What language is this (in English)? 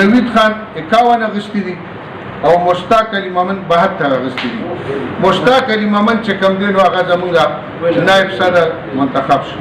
Pashto